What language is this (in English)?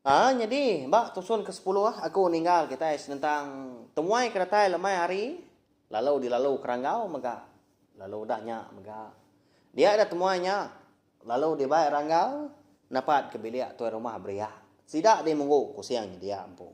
Iban